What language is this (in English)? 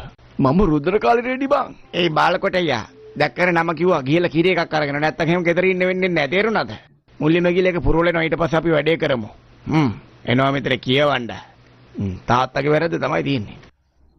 Sinhala